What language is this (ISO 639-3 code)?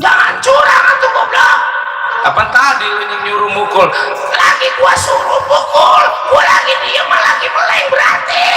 bew